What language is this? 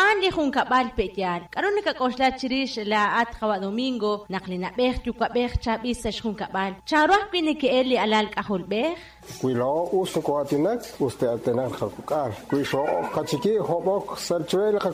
Kekchí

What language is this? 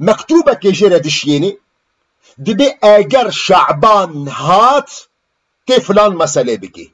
Kurdish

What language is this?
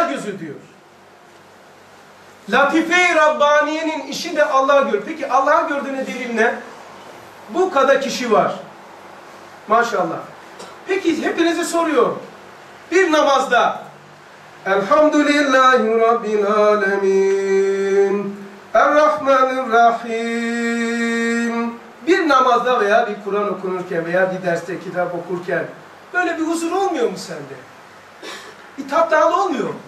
Turkish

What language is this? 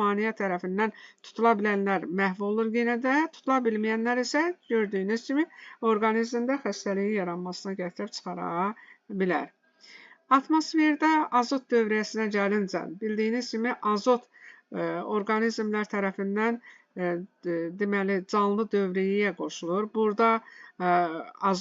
Azerbaijani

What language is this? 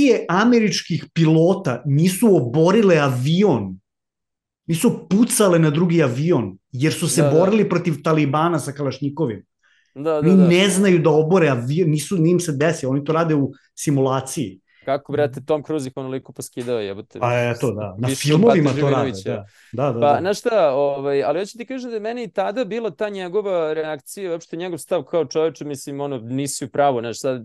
Serbian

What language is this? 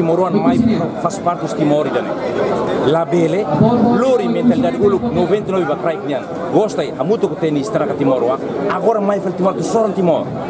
Tetum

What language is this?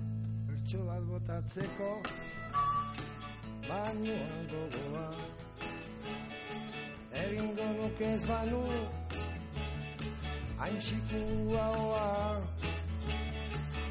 Basque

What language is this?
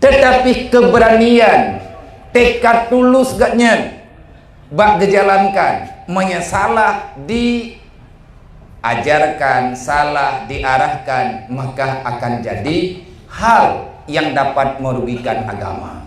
Achinese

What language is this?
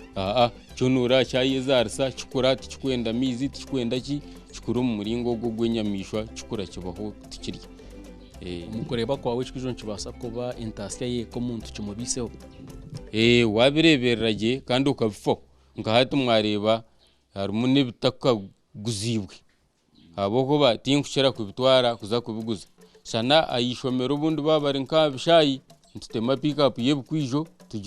Nyankole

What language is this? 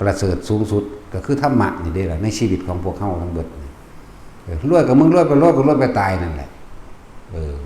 Northeastern Thai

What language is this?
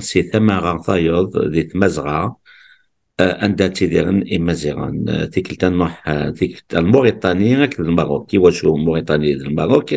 Kabyle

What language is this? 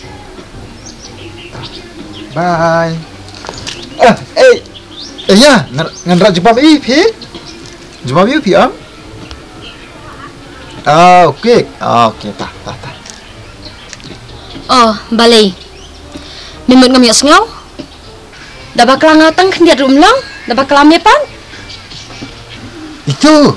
Khasi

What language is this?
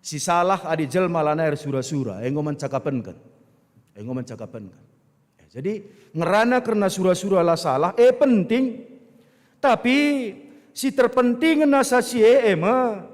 Batak Karo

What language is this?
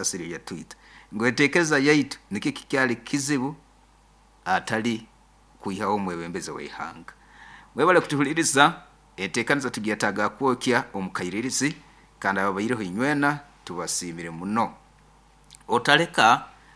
Nyankole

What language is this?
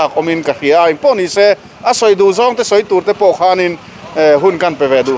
Mizo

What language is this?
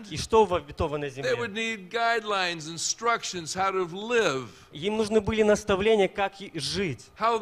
Russian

